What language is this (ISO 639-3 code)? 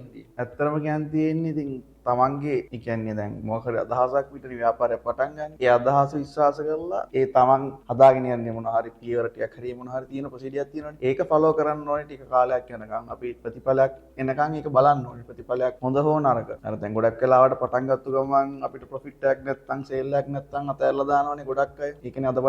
sin